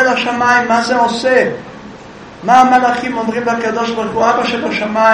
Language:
Hebrew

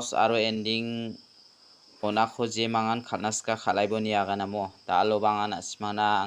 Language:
Garo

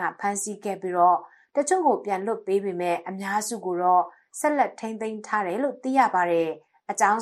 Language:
Burmese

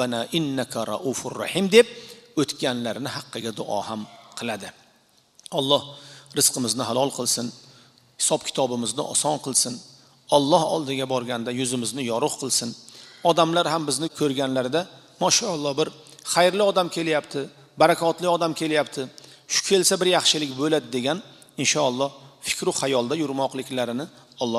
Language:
Uzbek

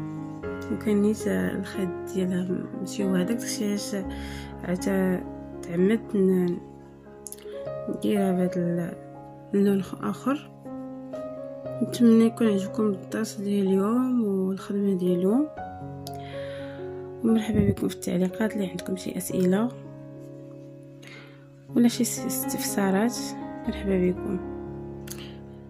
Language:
Moroccan Arabic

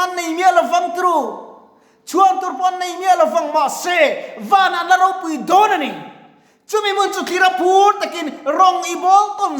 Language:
Mizo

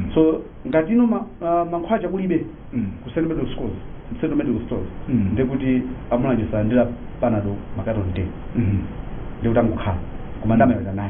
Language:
Nyanja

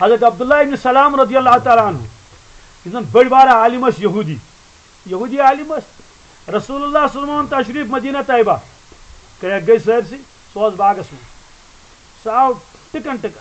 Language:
Kashmiri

